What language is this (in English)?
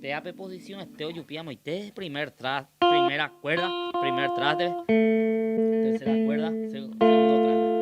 Guarani